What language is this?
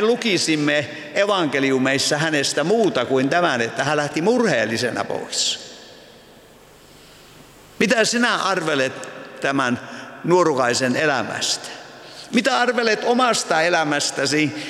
Finnish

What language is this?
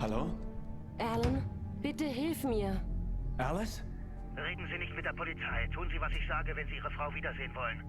Swiss German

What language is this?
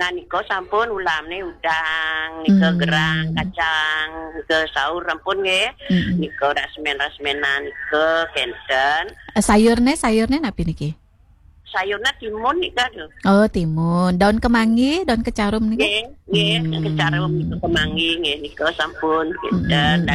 Balinese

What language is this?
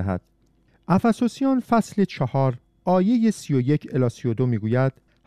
Persian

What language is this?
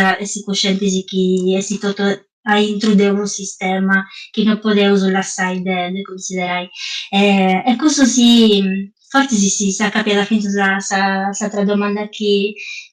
Sardinian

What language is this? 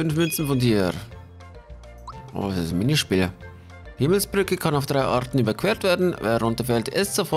German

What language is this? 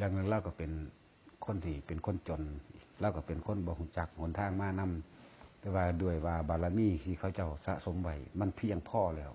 Northeastern Thai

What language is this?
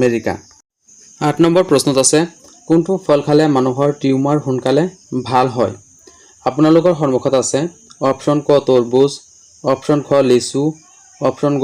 Assamese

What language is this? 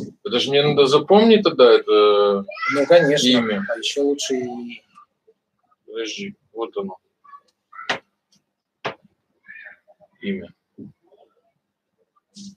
Russian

